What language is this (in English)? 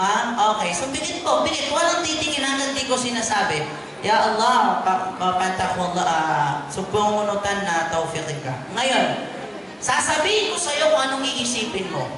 Maranao